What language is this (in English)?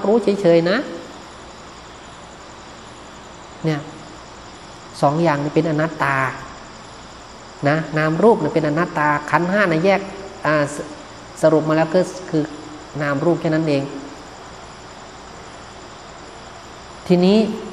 Thai